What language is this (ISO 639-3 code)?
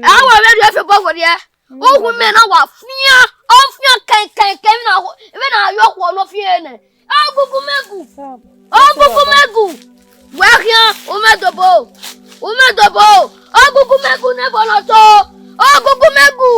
bin